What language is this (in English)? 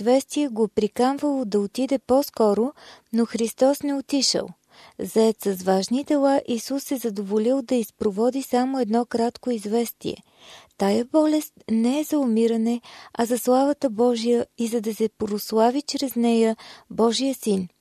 Bulgarian